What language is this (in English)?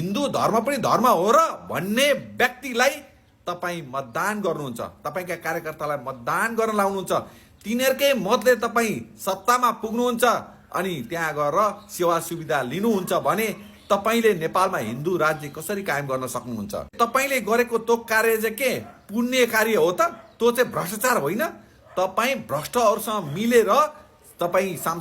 Nepali